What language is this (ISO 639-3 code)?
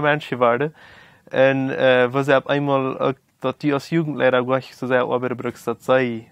pdt